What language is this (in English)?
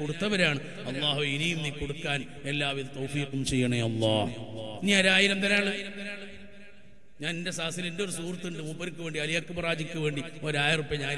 Malayalam